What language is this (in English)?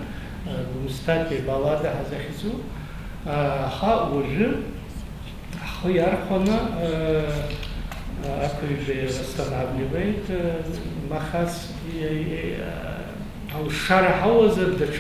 Abkhazian